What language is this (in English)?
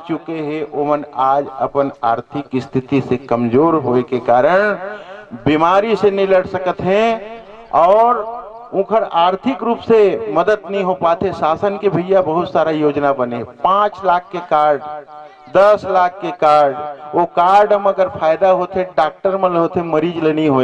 Chhattisgarhi